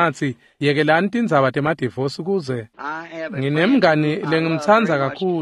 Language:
Swati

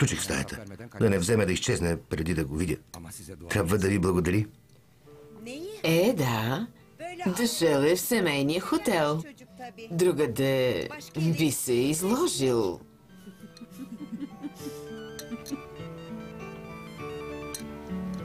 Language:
Bulgarian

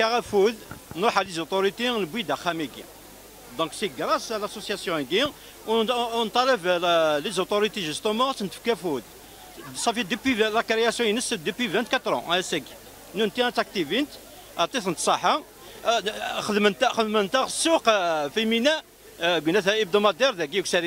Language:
Kabyle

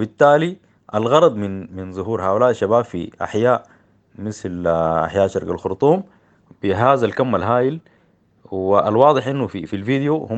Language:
Sudanese Arabic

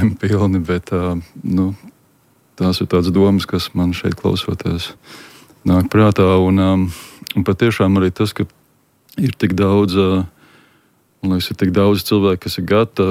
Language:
Latvian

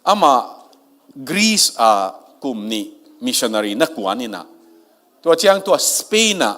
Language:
Tedim Chin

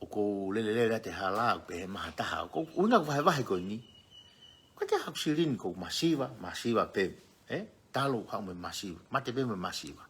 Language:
Tongan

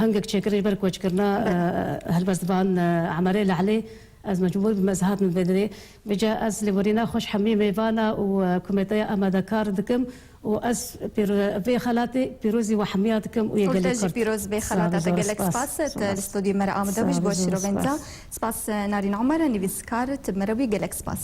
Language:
Kurdish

